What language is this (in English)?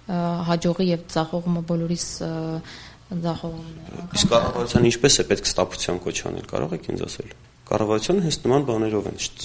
Armenian